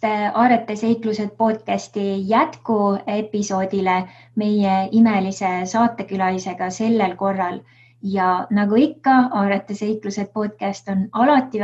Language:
Estonian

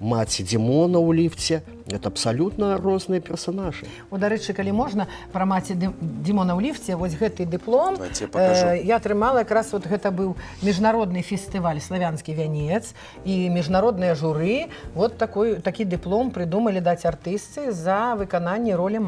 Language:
Belarusian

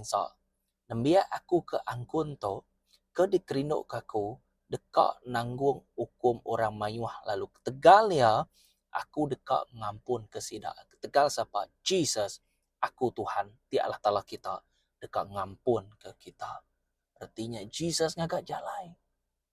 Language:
Iban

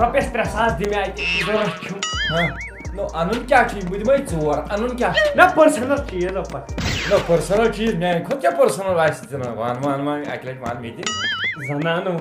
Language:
Kashmiri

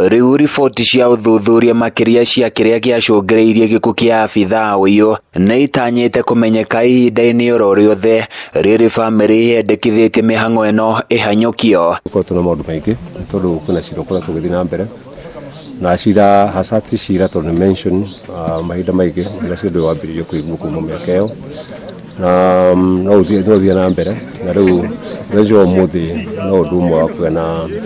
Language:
Kikuyu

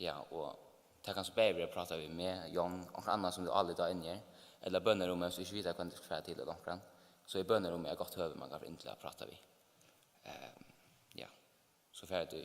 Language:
Faroese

